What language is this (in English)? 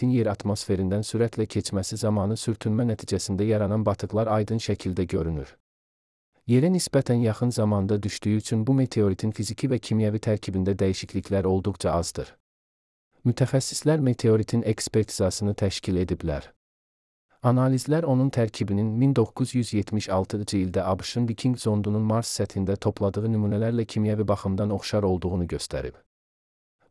Azerbaijani